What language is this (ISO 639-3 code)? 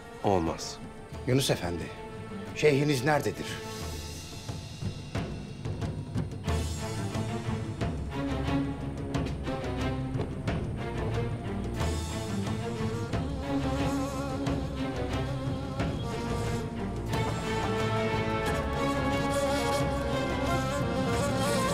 tur